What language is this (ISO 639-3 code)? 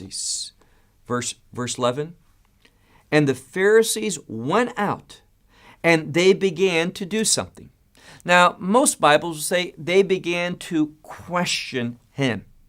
eng